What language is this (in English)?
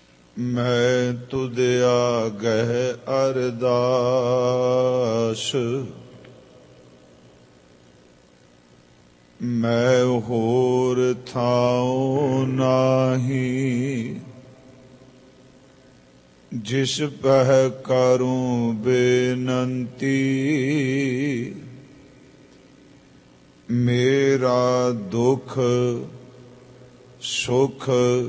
Punjabi